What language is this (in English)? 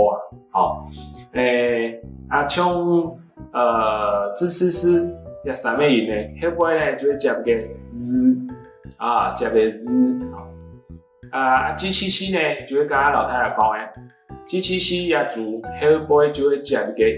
Hakka Chinese